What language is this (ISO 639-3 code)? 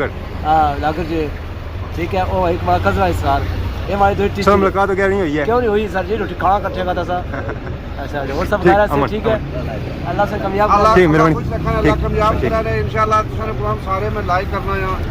phr